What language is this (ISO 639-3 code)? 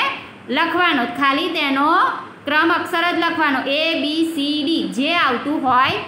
guj